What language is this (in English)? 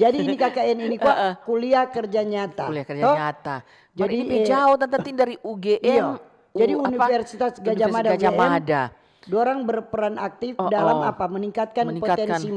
Manado Malay